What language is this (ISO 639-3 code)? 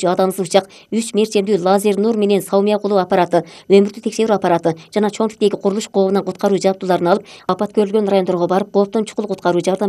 kir